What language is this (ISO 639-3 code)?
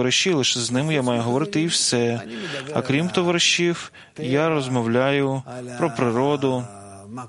ukr